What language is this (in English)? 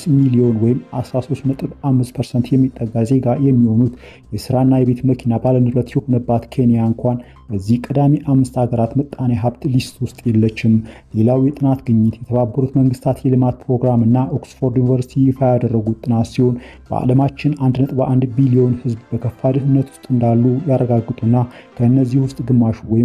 Amharic